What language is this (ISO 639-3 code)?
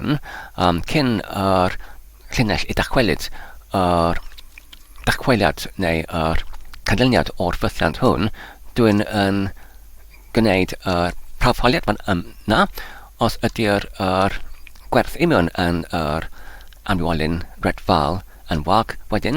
cym